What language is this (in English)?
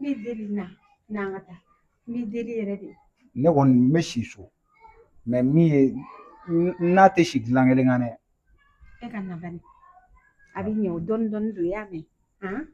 Bambara